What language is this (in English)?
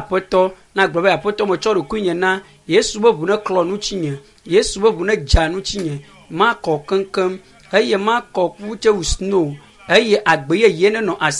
Ewe